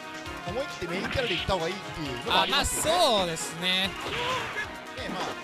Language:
Japanese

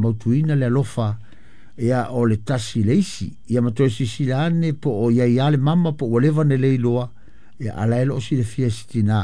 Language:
Samoan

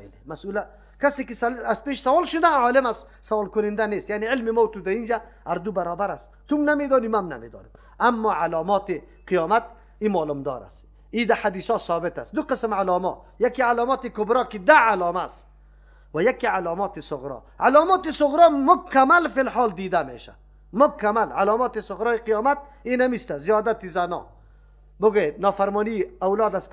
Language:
Persian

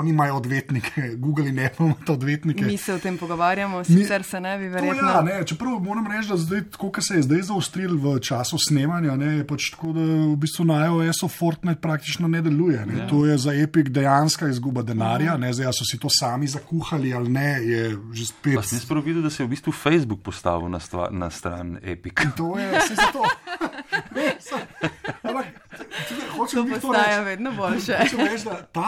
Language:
Slovenian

